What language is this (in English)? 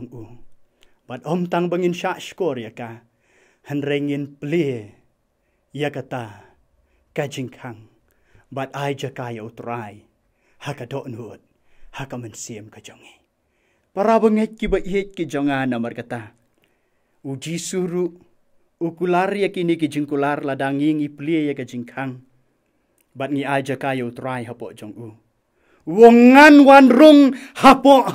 Khasi